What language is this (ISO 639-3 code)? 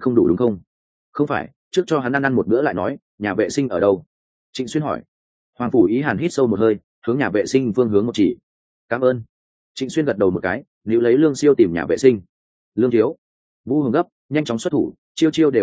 vie